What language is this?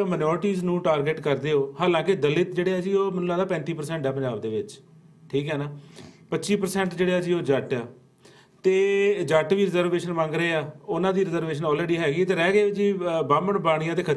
Punjabi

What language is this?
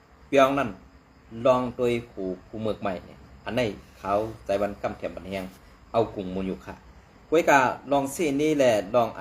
Shan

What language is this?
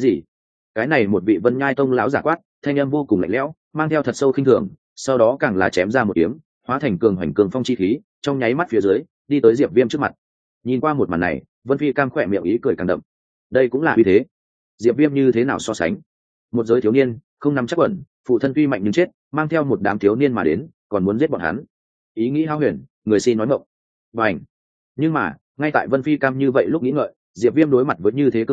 Vietnamese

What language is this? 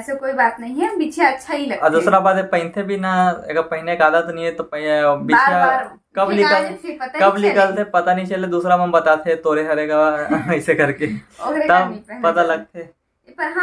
Chhattisgarhi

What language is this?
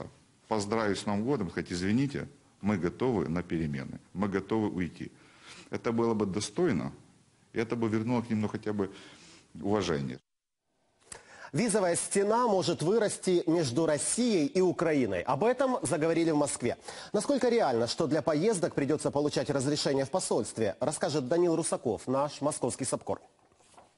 Russian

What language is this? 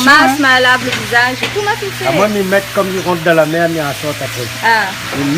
Réunion Creole French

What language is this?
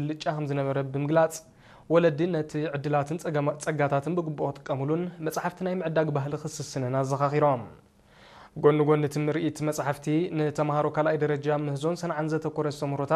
Tigrinya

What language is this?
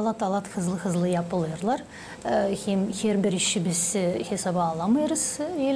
Gagauz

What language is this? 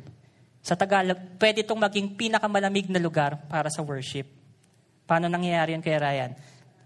Filipino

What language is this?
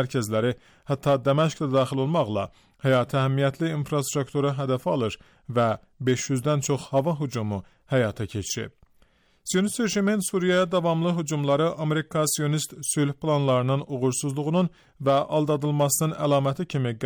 Azerbaijani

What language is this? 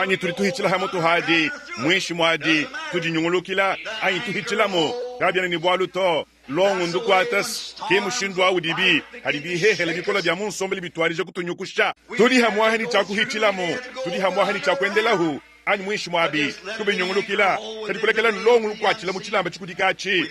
Luba-Lulua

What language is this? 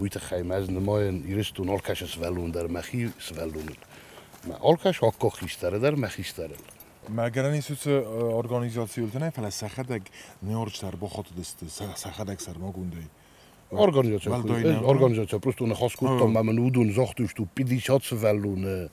Ossetic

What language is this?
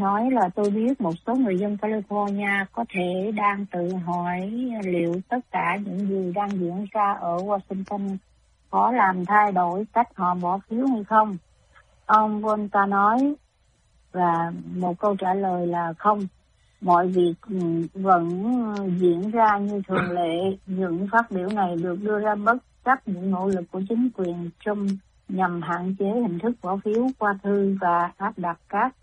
Vietnamese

